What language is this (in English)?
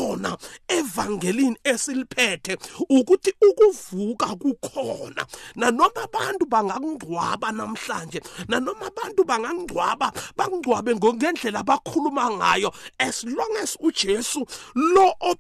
South Ndebele